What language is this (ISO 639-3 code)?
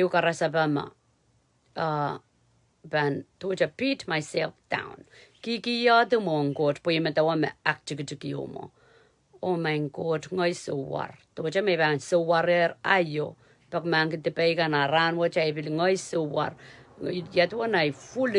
pon